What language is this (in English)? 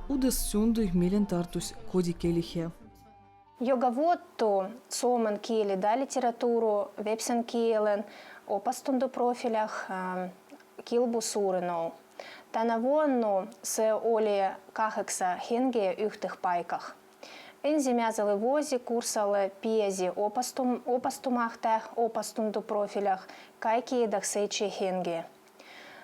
Veps